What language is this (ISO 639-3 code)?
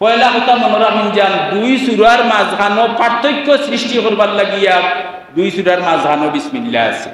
syl